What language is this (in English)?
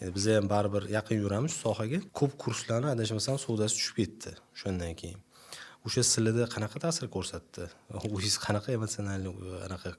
Uzbek